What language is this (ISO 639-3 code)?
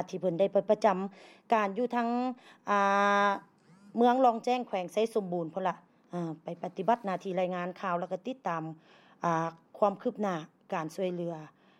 lao